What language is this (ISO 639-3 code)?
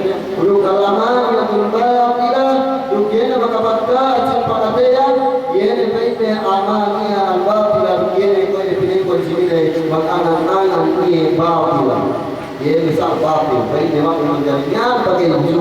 yka